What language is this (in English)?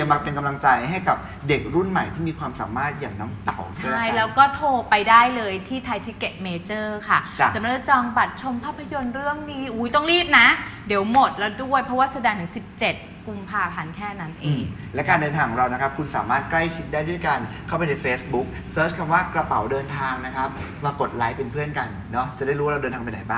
Thai